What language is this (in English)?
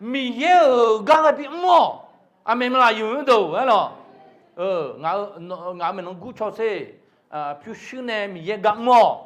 Akha